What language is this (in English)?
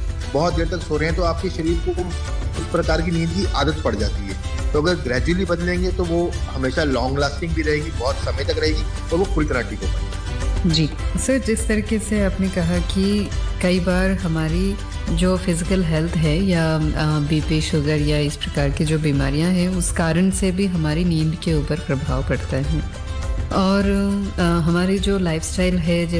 Hindi